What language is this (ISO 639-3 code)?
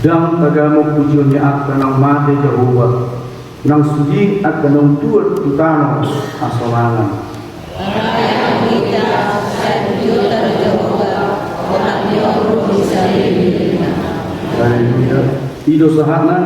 bbc